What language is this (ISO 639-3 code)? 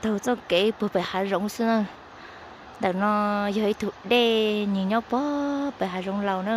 hmn